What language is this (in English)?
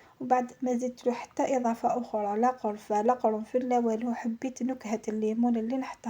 Algerian Arabic